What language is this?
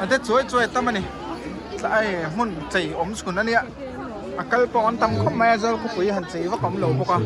Mizo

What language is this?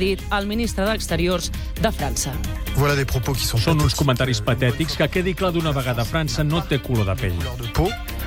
Catalan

